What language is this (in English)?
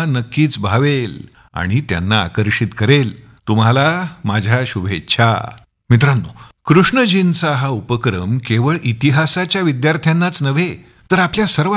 Marathi